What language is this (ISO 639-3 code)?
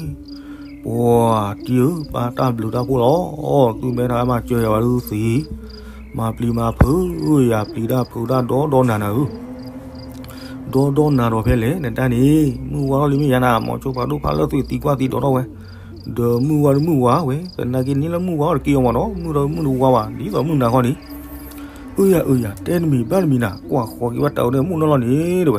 ksw